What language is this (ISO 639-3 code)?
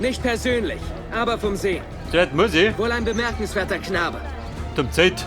bar